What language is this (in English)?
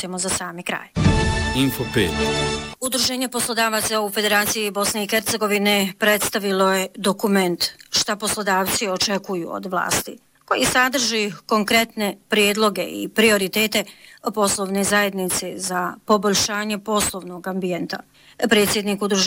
Bosnian